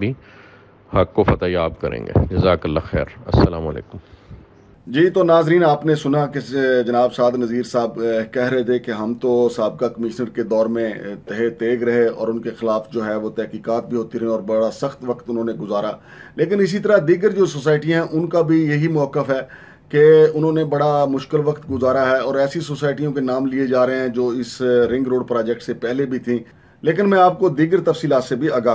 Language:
Urdu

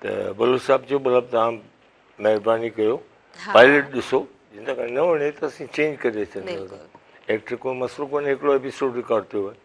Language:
Sindhi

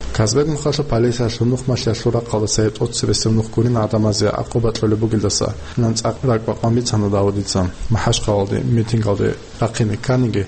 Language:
Avaric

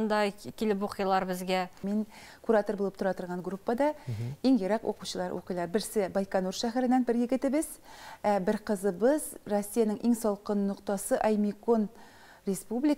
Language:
Tatar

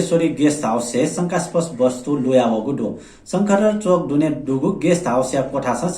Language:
Newari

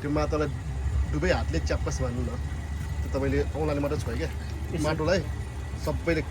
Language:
Nepali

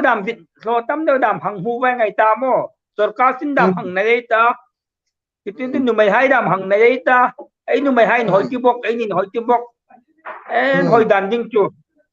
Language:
Hmar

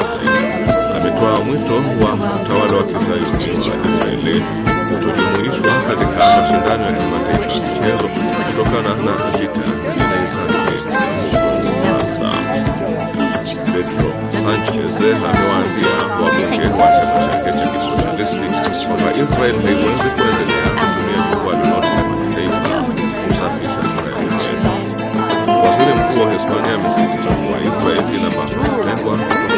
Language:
Swahili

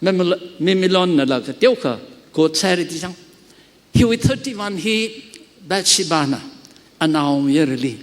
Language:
Tangkhul Naga (India)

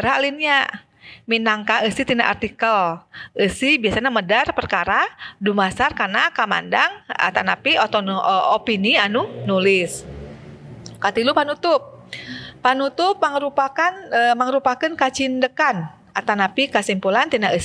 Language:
Sundanese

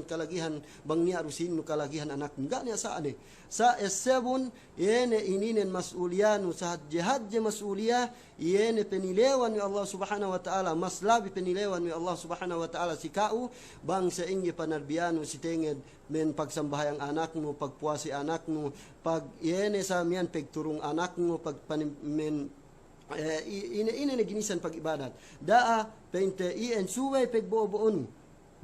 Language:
Yakan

